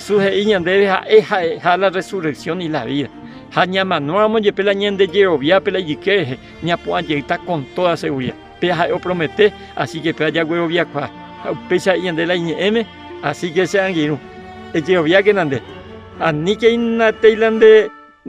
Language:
Guarani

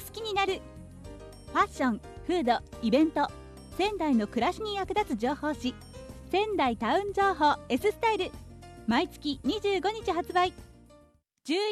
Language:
Japanese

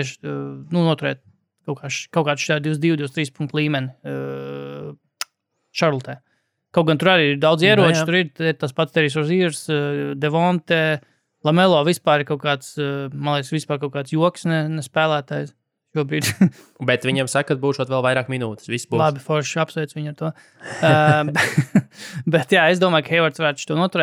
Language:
Latvian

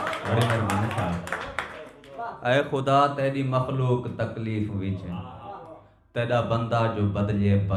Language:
Saraiki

